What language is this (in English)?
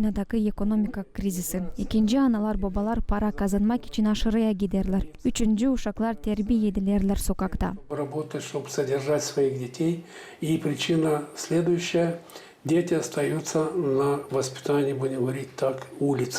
Gagauz